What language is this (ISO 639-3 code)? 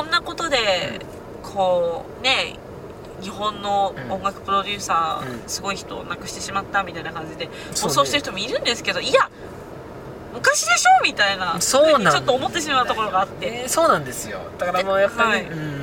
jpn